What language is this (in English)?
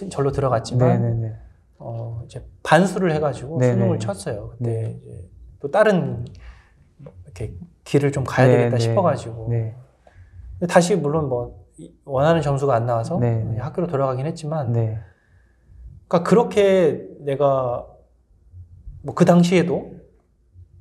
Korean